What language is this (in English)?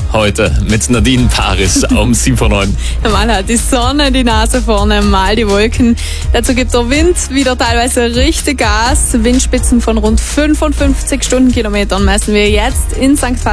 German